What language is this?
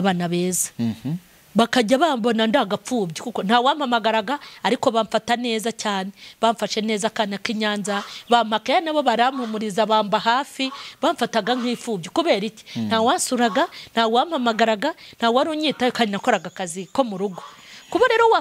Kinyarwanda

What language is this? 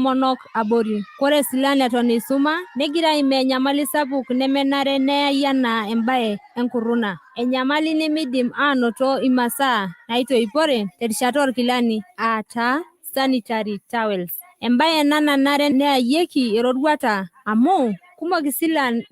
Masai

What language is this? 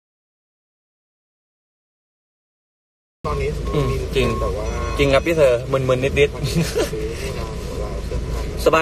Thai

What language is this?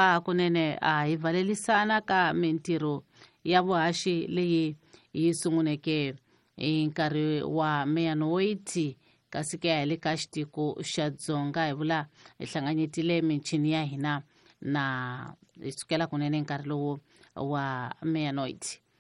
Tsonga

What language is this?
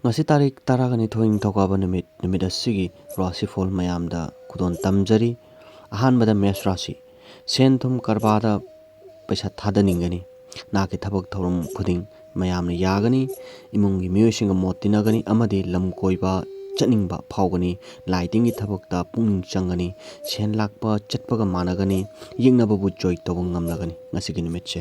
Manipuri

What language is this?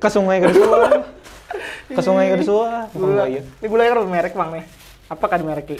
Banjar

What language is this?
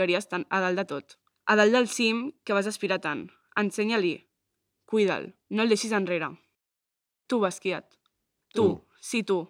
Catalan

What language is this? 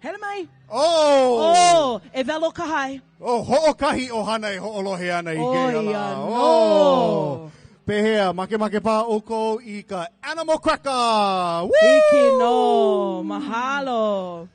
Hawaiian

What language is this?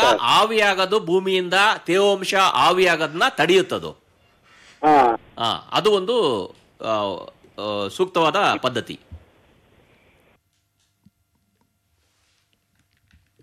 Kannada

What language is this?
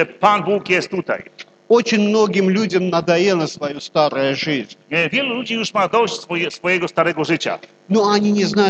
Polish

